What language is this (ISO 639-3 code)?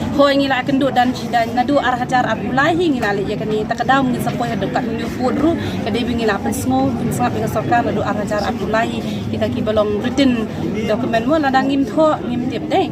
kha